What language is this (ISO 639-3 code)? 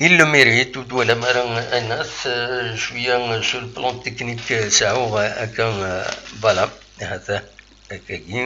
kab